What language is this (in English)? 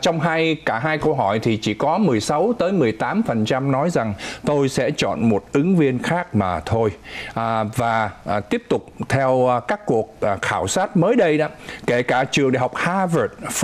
Vietnamese